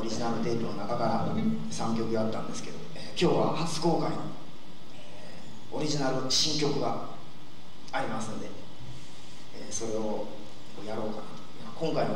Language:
Japanese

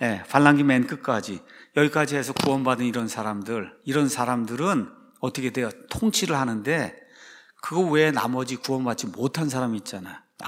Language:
Korean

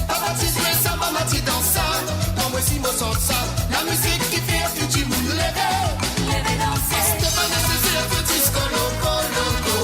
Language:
Morisyen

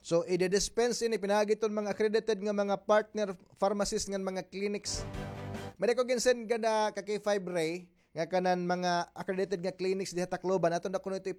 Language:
Waray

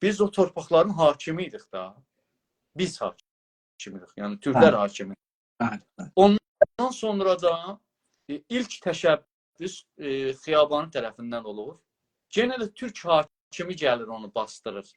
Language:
South Azerbaijani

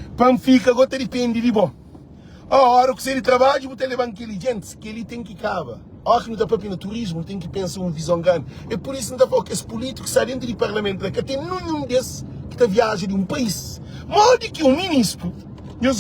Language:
Kabuverdianu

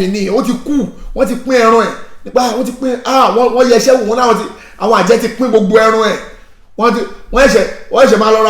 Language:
Yoruba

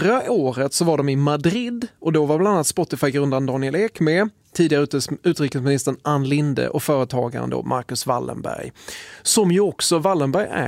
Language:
Swedish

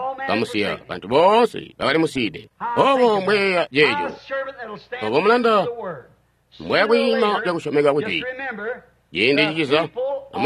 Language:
Tonga (Zambia)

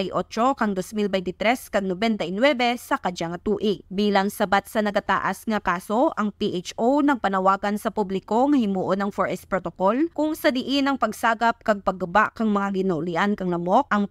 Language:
Kinaray-a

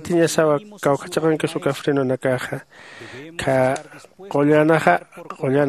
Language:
Aymara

